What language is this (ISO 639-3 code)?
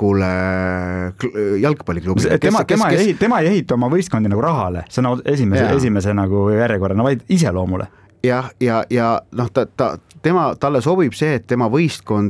est